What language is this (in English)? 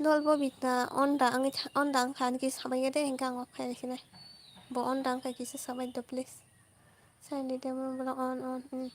Kok Borok